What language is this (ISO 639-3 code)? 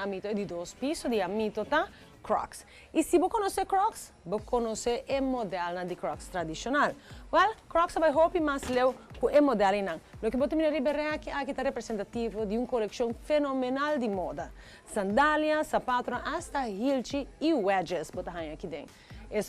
pap